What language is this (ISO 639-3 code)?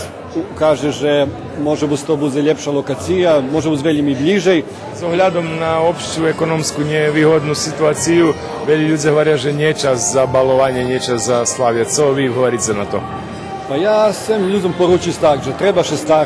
rue